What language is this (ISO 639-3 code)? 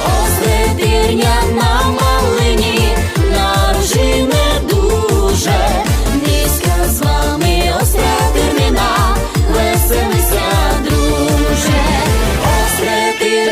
rue